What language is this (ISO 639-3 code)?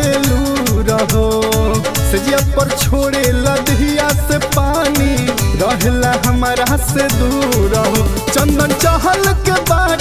bho